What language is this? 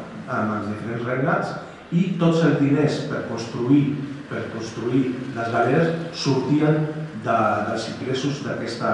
Catalan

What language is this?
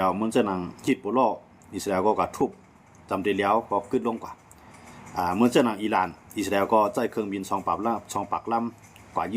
Shan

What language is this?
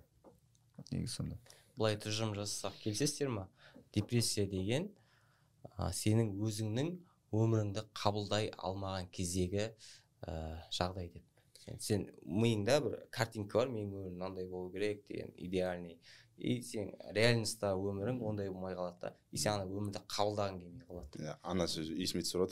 Kazakh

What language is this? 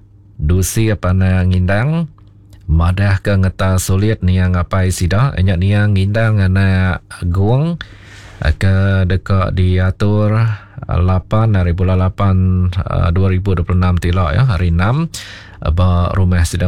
Iban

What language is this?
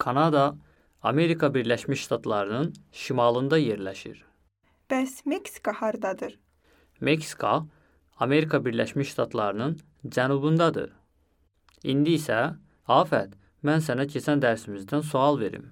Azerbaijani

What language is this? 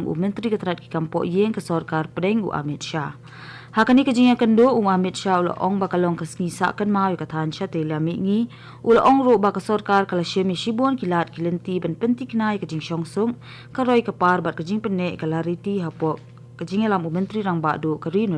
Khasi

